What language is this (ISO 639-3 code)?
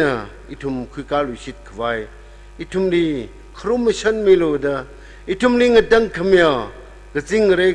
nmf